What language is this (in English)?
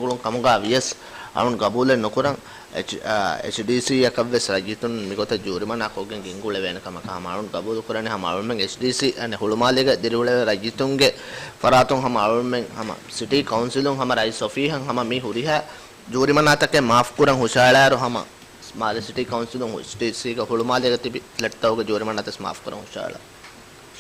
Divehi